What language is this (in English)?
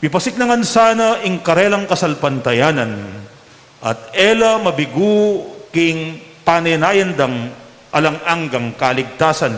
Pampanga